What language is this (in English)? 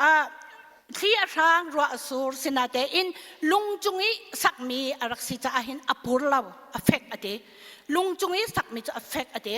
Hakha Chin